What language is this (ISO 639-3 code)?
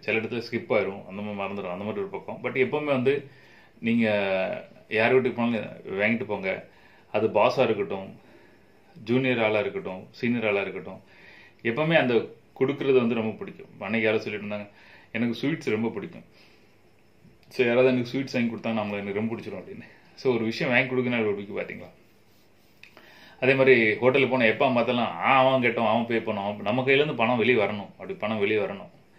tam